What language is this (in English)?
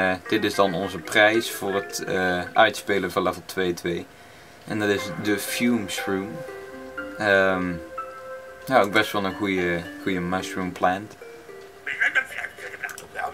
Dutch